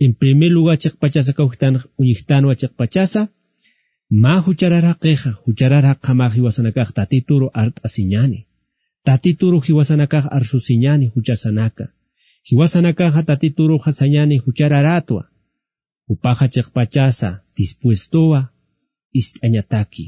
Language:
Aymara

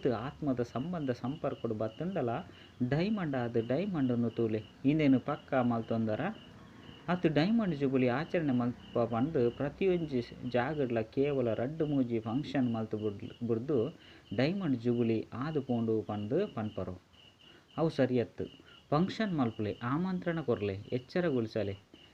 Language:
Tulu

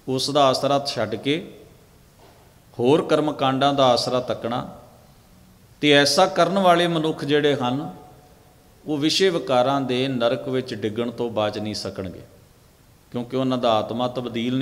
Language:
Punjabi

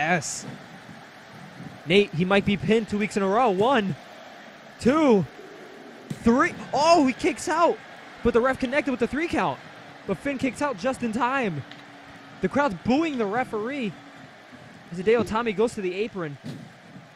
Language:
English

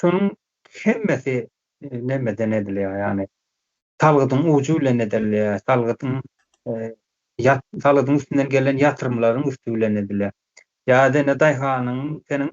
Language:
Turkmen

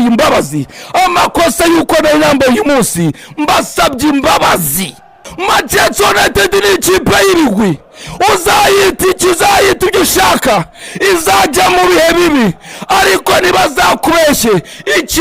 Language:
Kinyarwanda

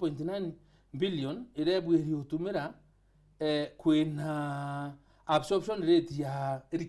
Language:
Meru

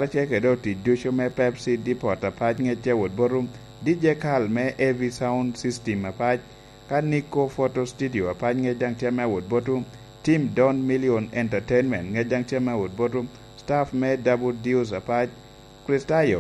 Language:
Lango (Uganda)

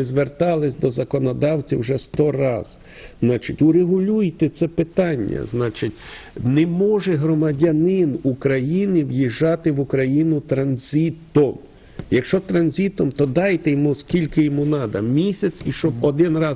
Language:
Ukrainian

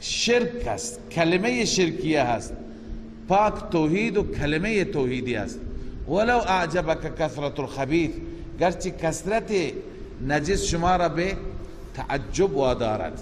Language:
Persian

